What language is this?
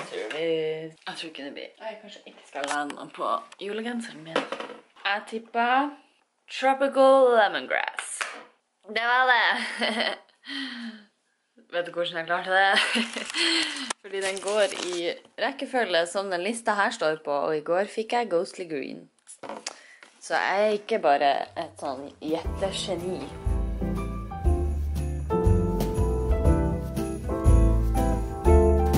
Norwegian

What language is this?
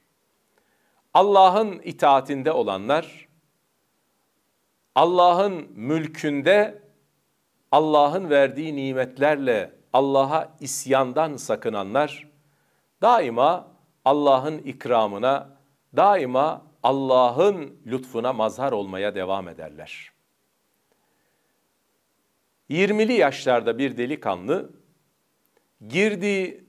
Turkish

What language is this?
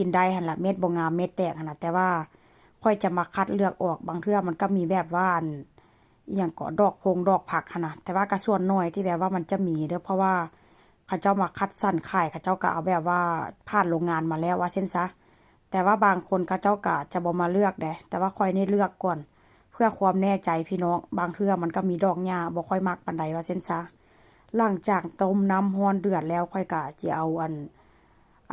Northeastern Thai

